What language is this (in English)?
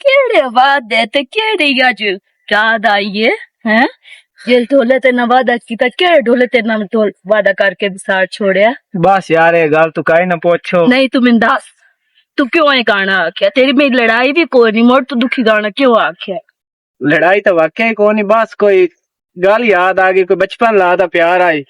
Western Panjabi